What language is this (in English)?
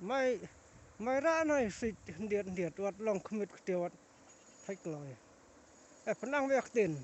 Khasi